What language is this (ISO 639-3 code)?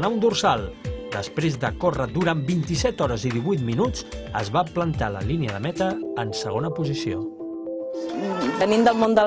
cat